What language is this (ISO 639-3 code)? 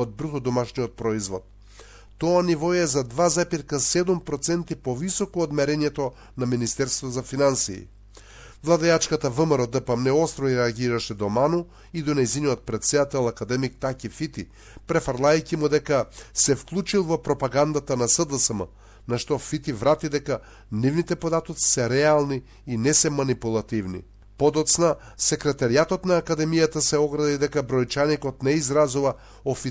mkd